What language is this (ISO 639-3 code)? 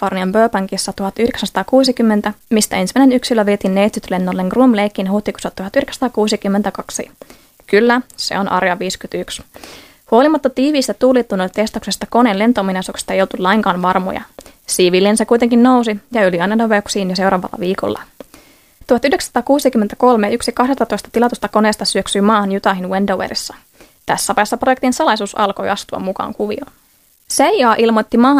fin